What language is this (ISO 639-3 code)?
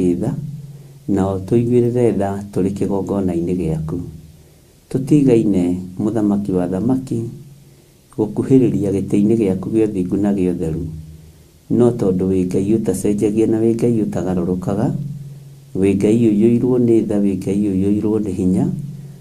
kik